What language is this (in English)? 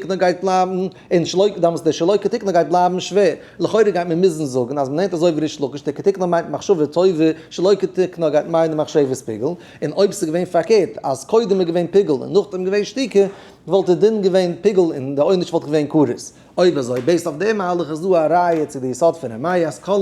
Yiddish